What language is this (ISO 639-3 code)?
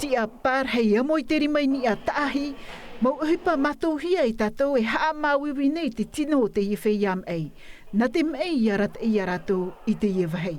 tah